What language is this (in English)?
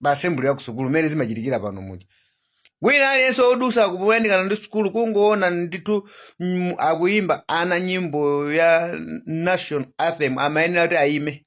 Nyanja